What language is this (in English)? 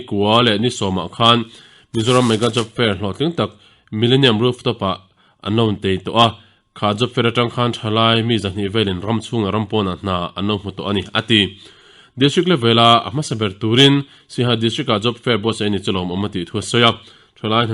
Mizo